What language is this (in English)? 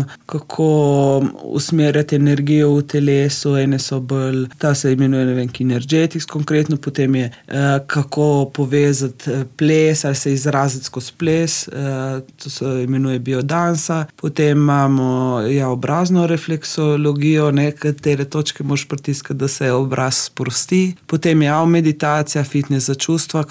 Slovenian